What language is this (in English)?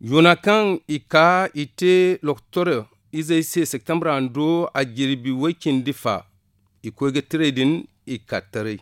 Zarma